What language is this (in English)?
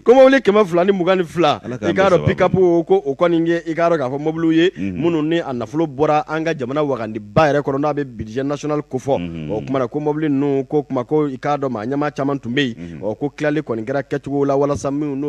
Bambara